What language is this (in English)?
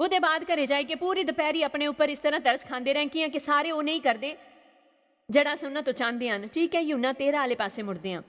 Dogri